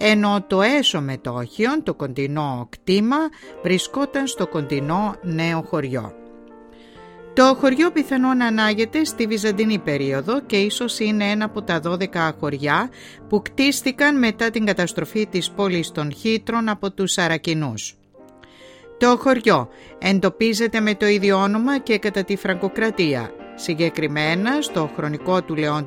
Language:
Greek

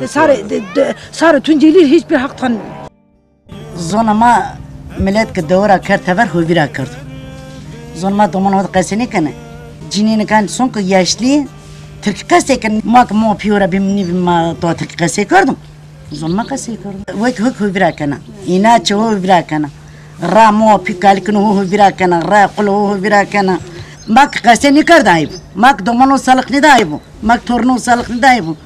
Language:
Zaza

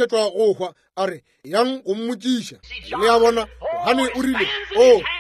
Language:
Northern Sotho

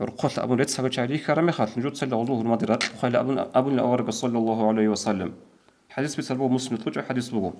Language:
Avaric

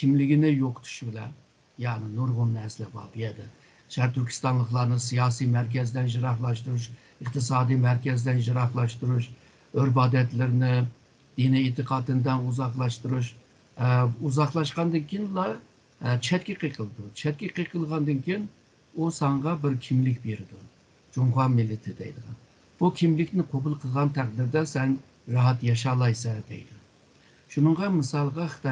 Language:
Uyghur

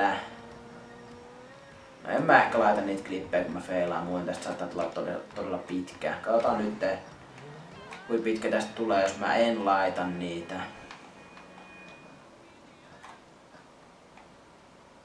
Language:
Finnish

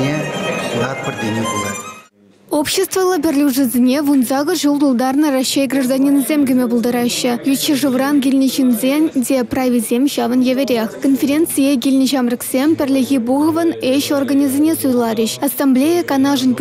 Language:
Chuvash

